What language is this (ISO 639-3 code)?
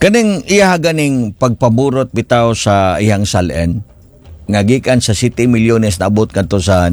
ceb